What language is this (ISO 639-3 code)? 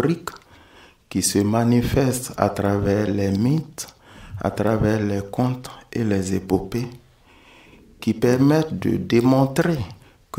fra